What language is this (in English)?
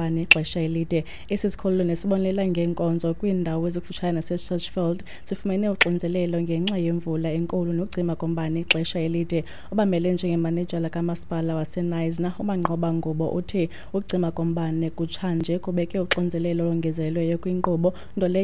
Xhosa